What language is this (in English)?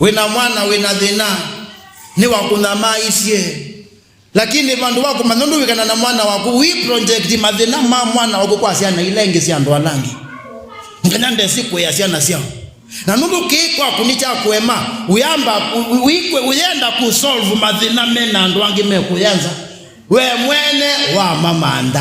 Kamba